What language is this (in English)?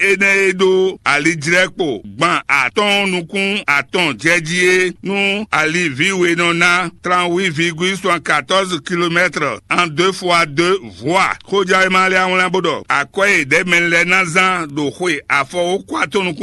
Fon